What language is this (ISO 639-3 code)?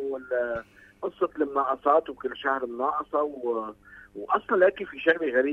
apc